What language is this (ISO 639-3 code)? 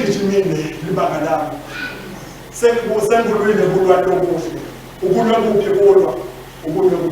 ssw